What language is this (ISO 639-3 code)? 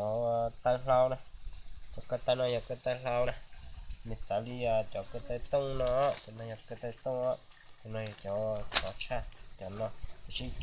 hmn